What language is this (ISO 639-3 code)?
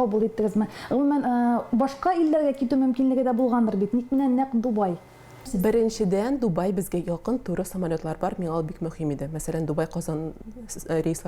tat